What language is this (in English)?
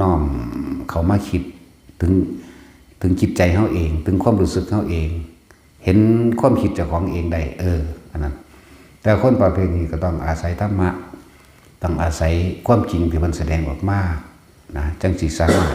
Northeastern Thai